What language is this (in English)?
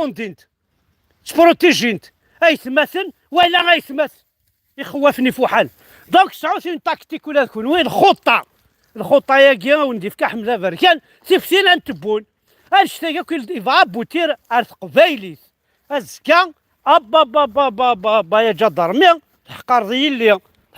Kabyle